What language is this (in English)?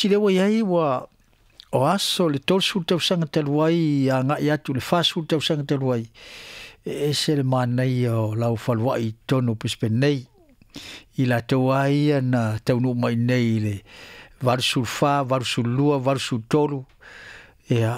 Samoan